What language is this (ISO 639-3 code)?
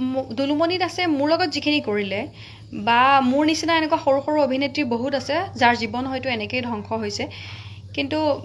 asm